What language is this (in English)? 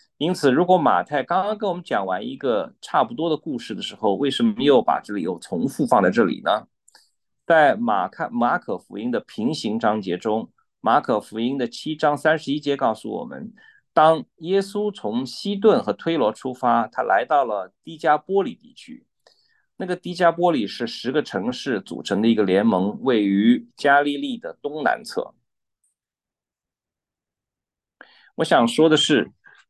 Chinese